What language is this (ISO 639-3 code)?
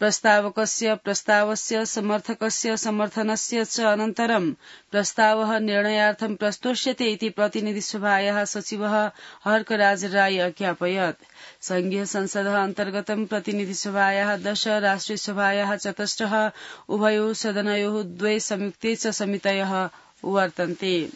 san